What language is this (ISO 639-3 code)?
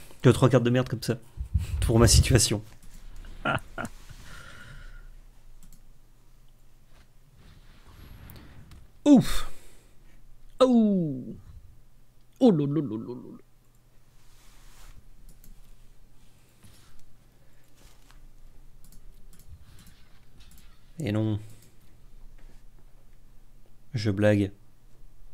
fra